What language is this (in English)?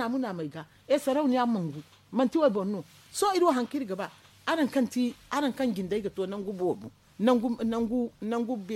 Zarma